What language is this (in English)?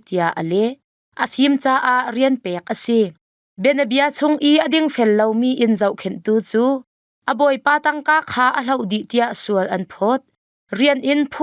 Hakha Chin